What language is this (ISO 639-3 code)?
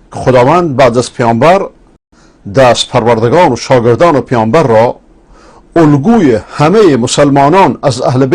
fas